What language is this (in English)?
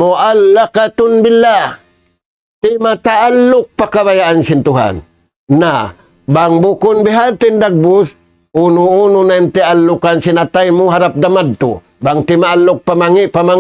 Tausug